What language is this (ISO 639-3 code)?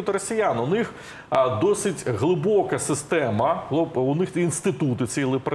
ukr